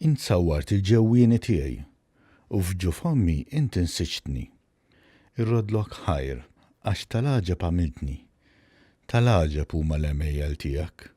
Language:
Maltese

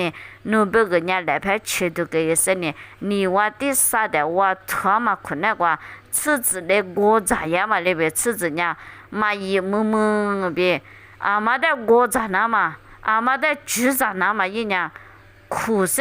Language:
Lisu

